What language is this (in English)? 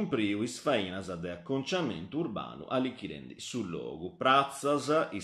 Sardinian